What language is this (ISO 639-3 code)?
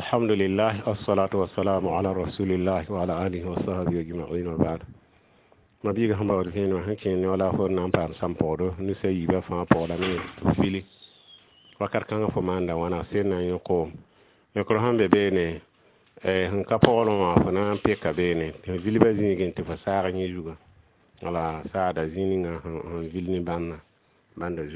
mos